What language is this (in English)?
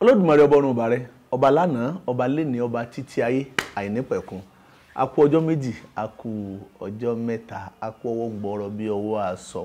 Yoruba